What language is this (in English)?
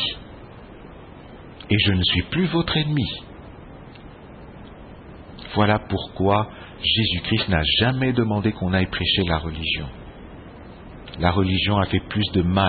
French